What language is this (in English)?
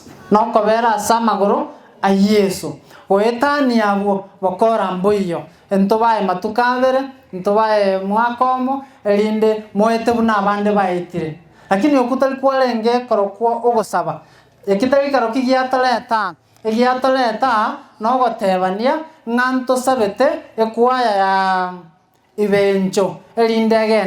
Gusii